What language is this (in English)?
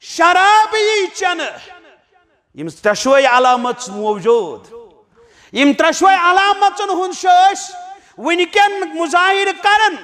Kashmiri